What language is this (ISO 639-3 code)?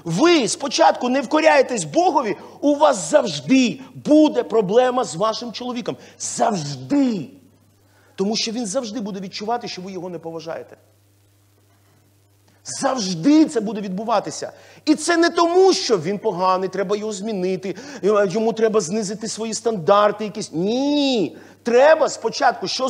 ukr